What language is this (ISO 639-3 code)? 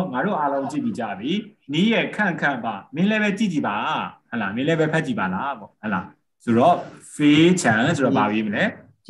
mya